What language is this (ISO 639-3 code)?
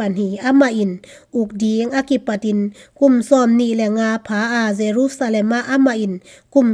ctd